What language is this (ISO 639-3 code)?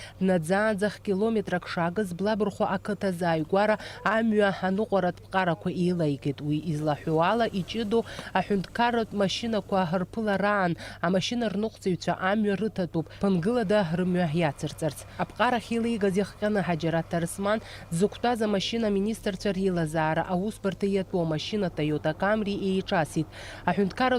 abk